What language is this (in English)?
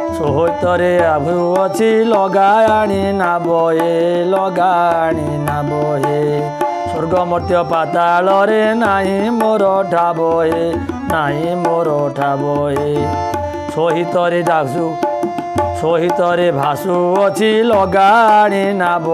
Odia